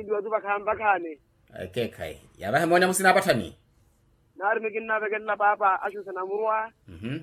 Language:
Makhuwa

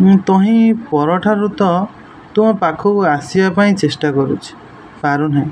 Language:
Odia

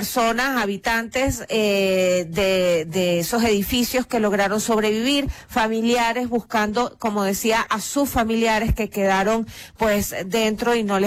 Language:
Spanish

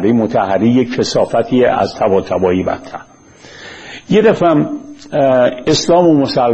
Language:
Persian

